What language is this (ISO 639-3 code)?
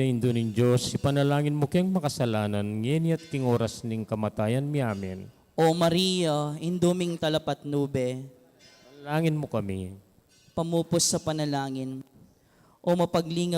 pam